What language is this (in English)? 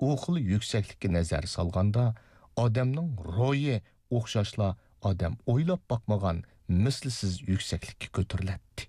Uyghur